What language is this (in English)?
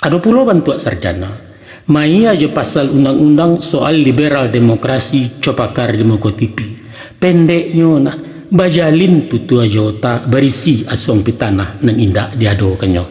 Minangkabau